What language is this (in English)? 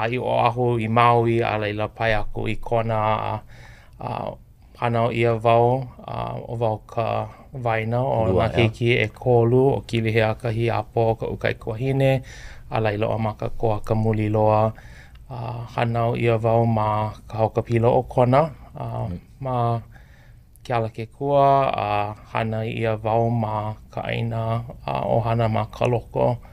Hawaiian